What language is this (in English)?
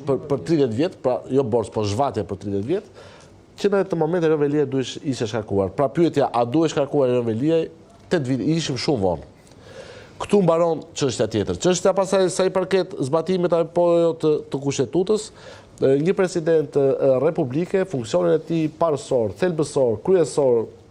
Albanian